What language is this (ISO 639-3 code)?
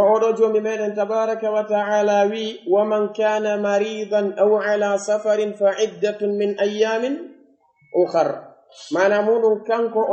fuf